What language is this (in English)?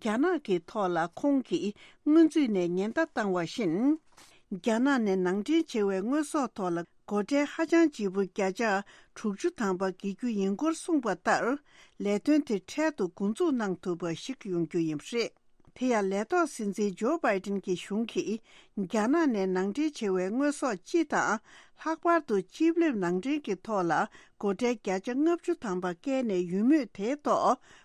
Tibetan